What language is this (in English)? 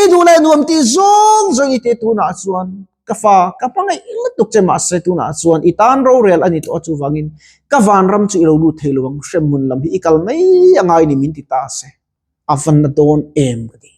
Mizo